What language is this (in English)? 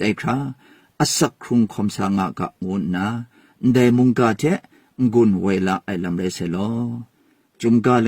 Kachin